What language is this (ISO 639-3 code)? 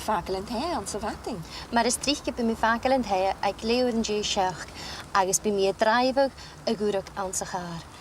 gla